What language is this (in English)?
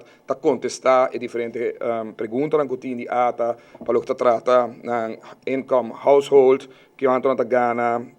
Papiamento